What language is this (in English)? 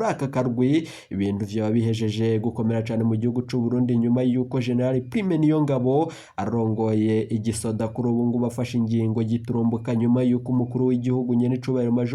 Rundi